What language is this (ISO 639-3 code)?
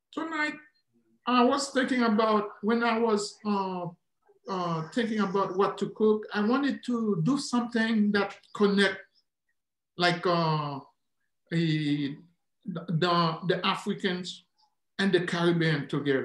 eng